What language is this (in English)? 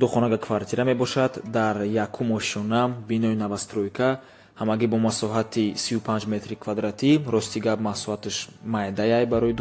Tajik